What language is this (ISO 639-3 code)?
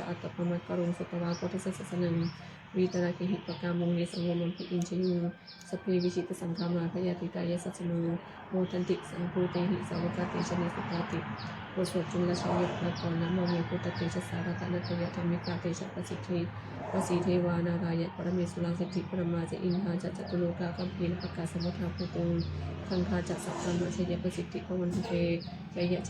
pli